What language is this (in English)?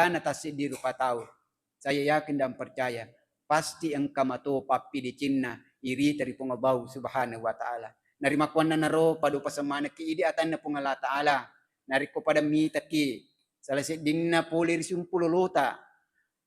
Buginese